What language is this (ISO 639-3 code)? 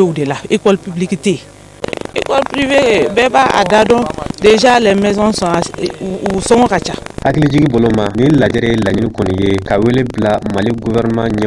bam